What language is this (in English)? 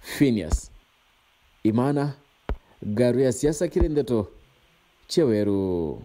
Meru